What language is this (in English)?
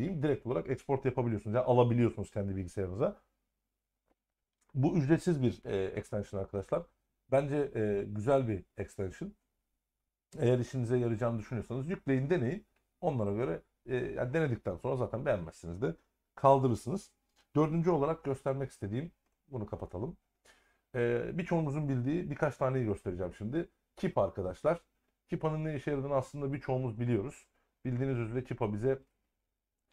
Turkish